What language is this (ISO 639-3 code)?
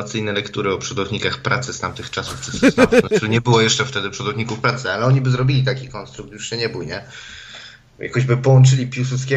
pol